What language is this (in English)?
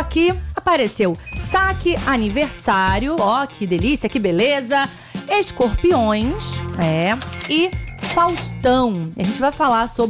Portuguese